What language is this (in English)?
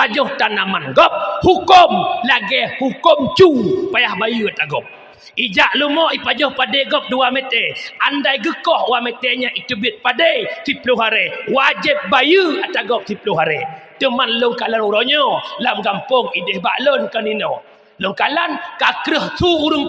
Achinese